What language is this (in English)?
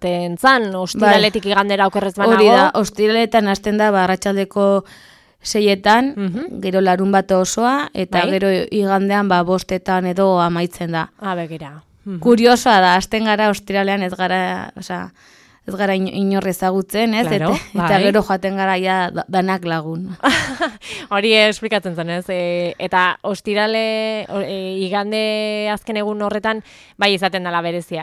Basque